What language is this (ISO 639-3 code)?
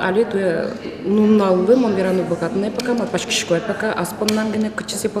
udm